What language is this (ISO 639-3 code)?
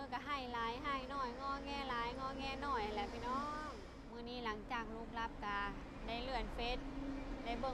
lao